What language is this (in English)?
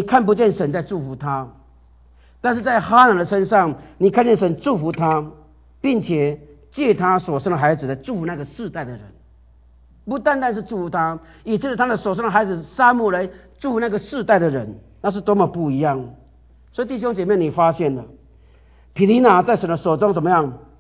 Chinese